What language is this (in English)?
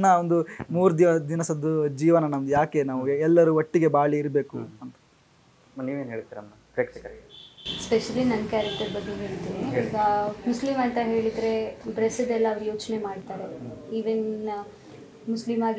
Kannada